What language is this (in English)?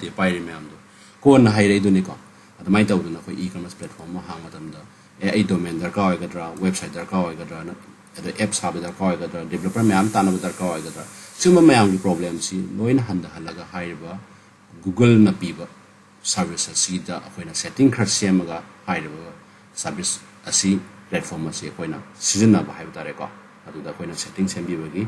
Manipuri